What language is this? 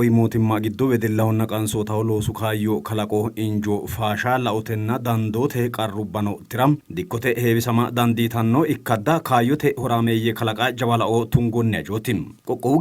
Sidamo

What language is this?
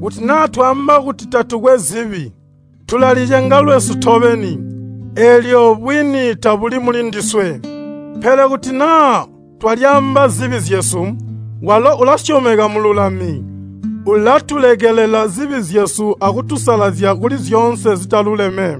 Tonga (Zambia)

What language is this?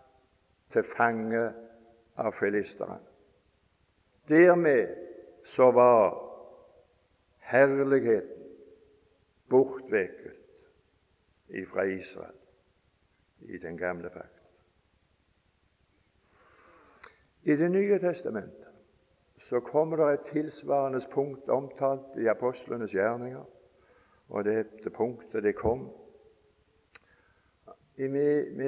Norwegian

